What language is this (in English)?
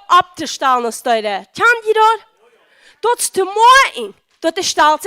Plautdietsch